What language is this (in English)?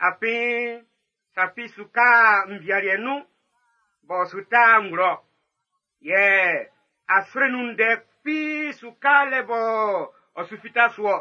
Baoulé